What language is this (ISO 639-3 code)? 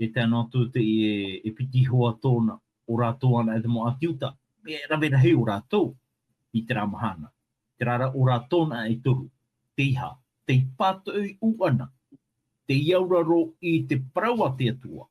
tah